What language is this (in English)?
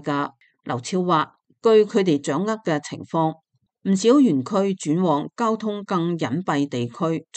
Cantonese